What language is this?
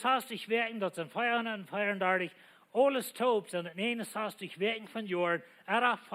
Plautdietsch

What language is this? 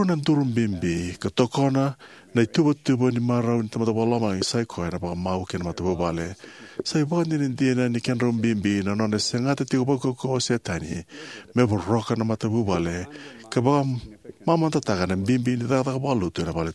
Fijian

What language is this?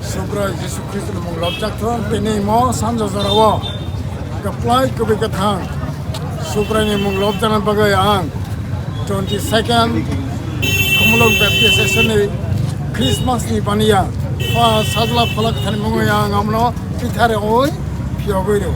Kok Borok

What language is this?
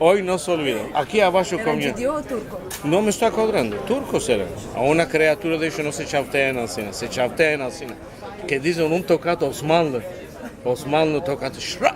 Ladino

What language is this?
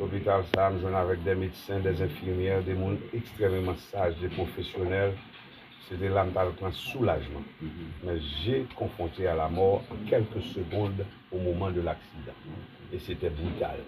Haitian Creole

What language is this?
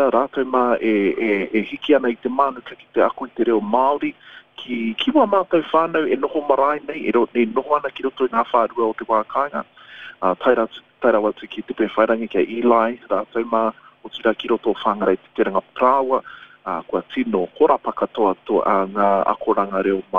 Māori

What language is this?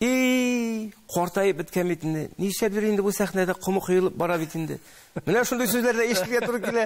Tatar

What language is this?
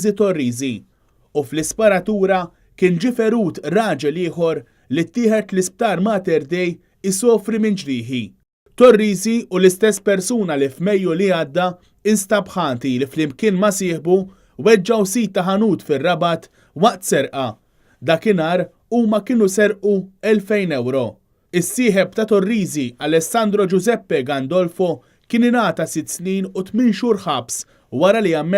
Maltese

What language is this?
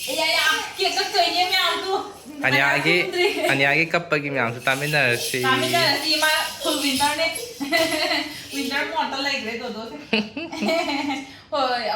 Manipuri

